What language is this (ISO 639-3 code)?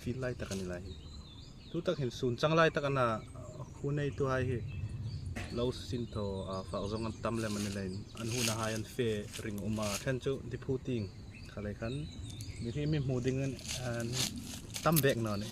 hmr